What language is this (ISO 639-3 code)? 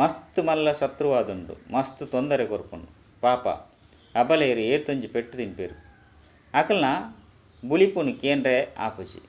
tcy